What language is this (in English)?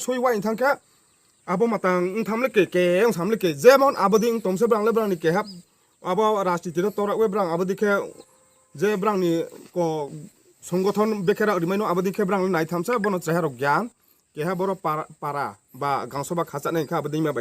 Riang (India)